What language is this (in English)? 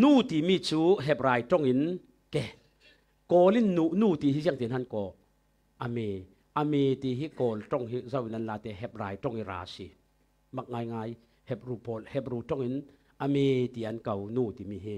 Falam Chin